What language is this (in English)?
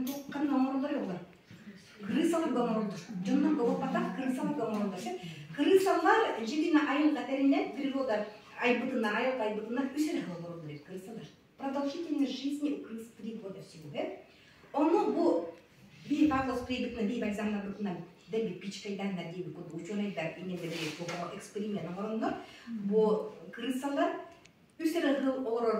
Yakut